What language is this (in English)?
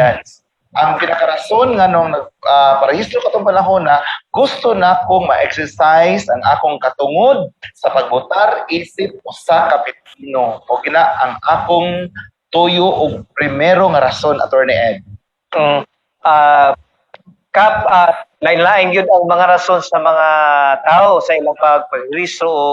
Cebuano